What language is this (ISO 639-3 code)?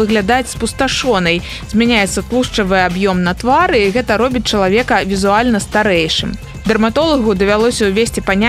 bel